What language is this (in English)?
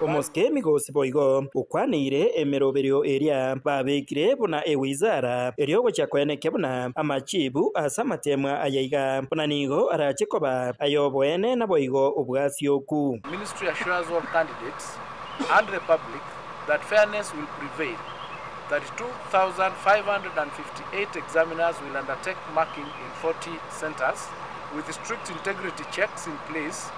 Gusii